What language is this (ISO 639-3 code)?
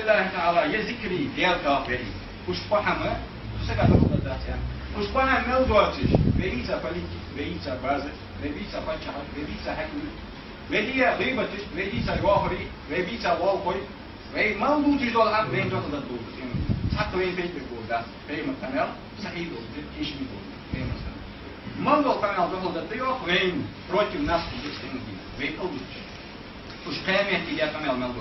inh